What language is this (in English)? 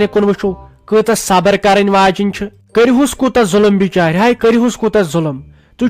Kashmiri